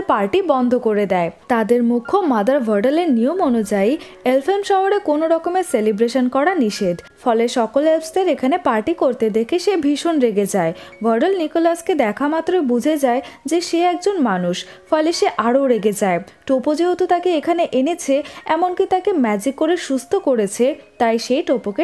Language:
Bangla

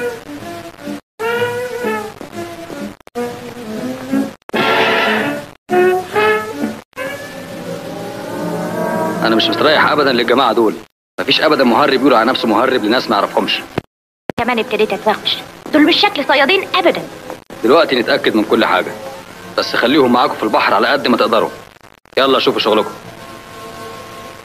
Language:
Egyptian Arabic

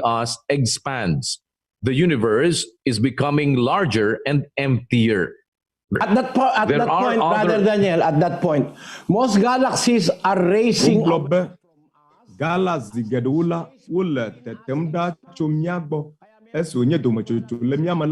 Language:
Ewe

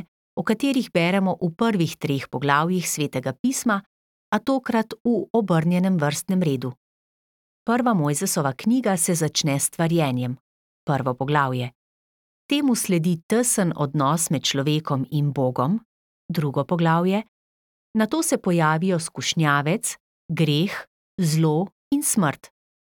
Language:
Slovenian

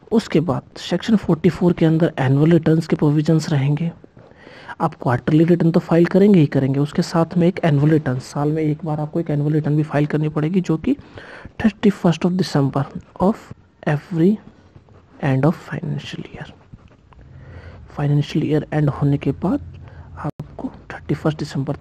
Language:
Hindi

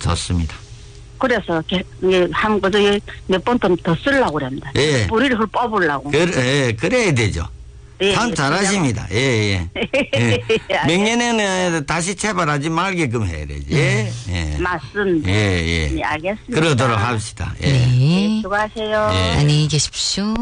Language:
Korean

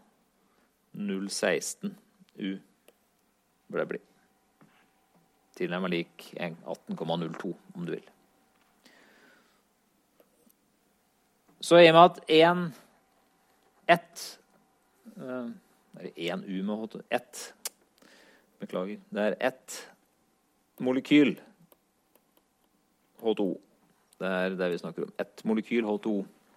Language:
Norwegian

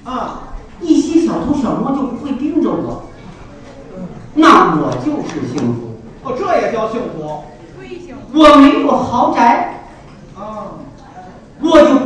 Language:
Chinese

